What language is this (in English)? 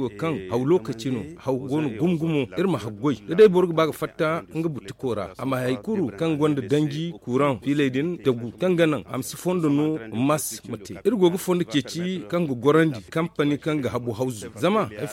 Zarma